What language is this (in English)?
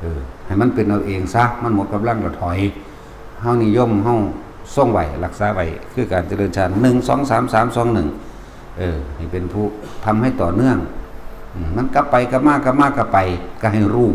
Northeastern Thai